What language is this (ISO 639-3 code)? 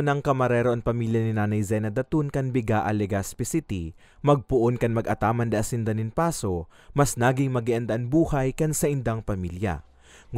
bik